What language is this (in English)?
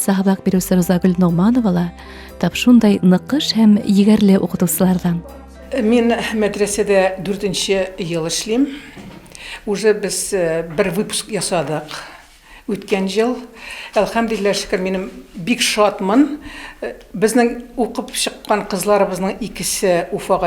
Bashkir